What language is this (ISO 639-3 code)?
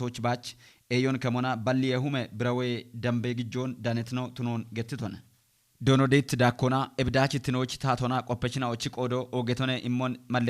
kbr